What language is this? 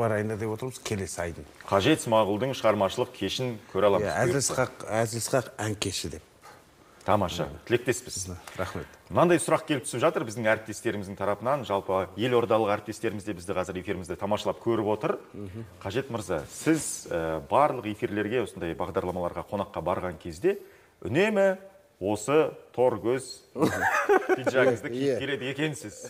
Kazakh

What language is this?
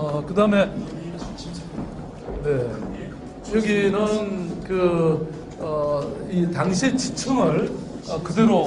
Korean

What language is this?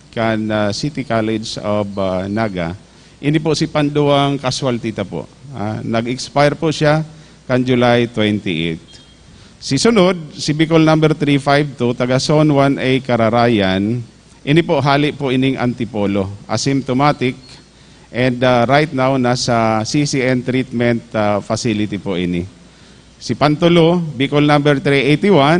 Bikol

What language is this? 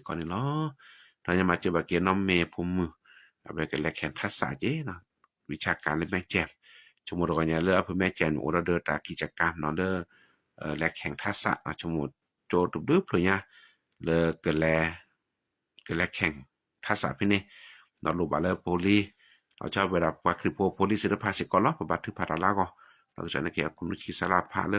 S'gaw Karen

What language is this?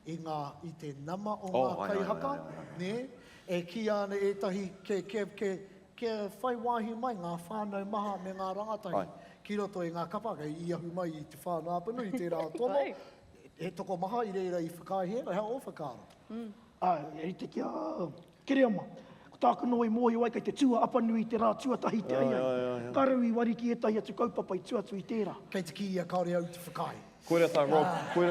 Māori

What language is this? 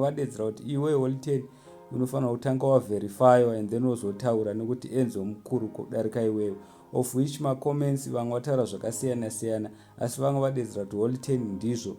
Shona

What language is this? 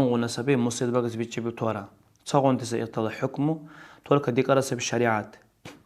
Dargwa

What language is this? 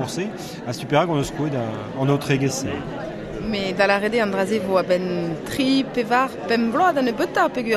Breton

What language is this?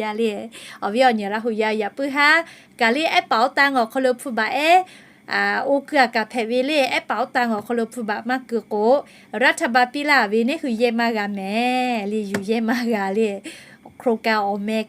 Lahu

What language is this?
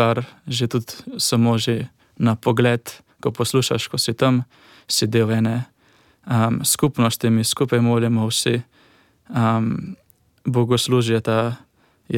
Slovenian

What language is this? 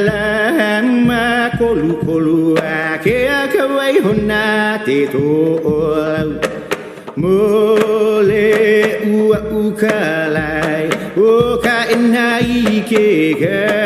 Hawaiian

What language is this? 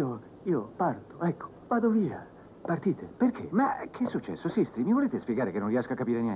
Italian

